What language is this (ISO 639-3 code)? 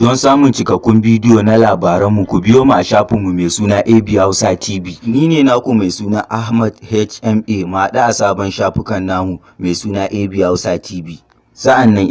hau